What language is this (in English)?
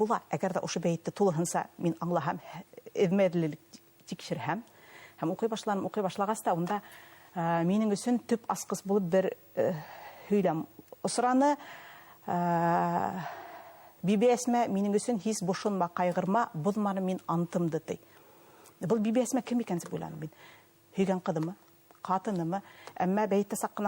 Bashkir